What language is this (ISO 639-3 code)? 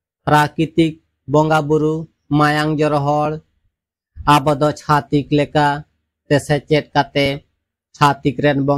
sat